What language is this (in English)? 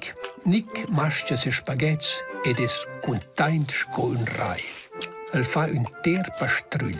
Romansh